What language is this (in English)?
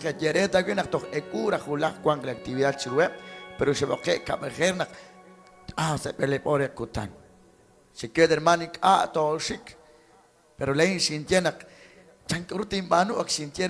Kekchí